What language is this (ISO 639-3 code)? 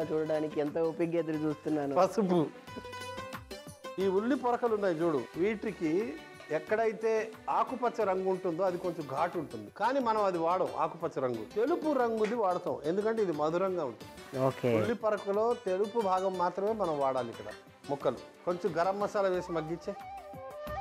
tel